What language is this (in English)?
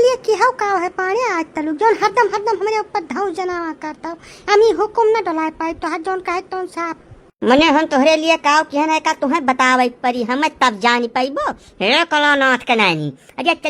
Awadhi